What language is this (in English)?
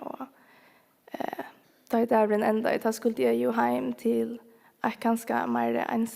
Faroese